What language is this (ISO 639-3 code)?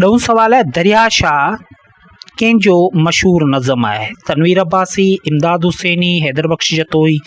snd